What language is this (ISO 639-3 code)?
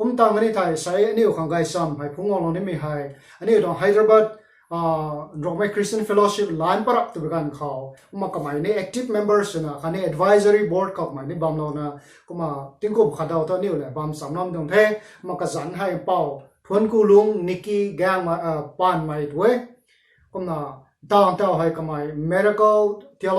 nbu